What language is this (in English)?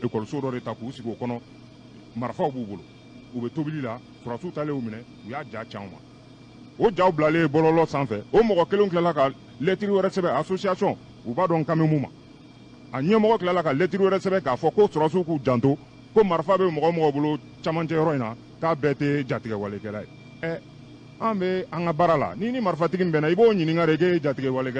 Bambara